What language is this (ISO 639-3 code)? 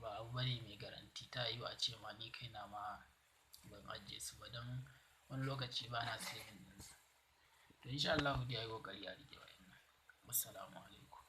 hau